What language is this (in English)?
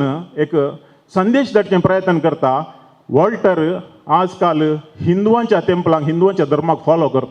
Konkani